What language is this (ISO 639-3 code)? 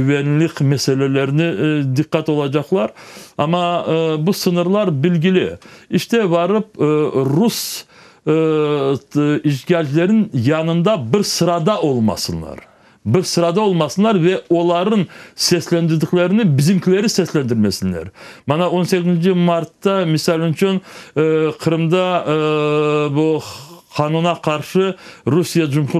crh